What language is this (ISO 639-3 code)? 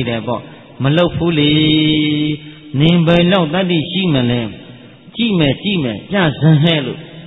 mya